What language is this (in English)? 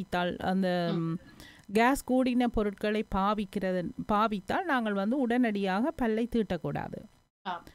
Tamil